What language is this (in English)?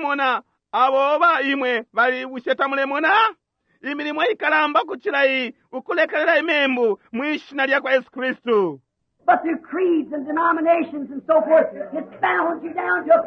Bemba